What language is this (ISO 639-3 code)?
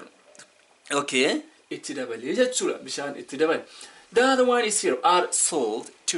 orm